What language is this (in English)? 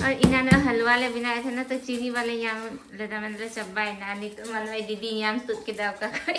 Santali